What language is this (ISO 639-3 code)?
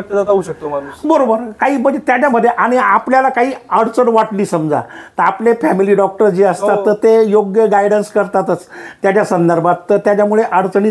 mar